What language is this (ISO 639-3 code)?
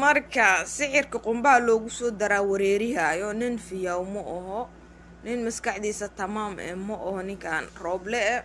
som